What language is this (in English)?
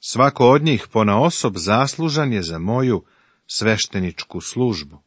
Serbian